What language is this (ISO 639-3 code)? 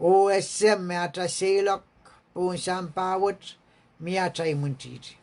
pon